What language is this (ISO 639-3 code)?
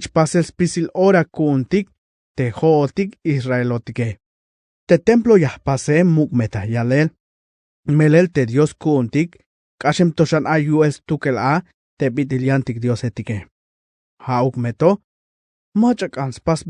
tzh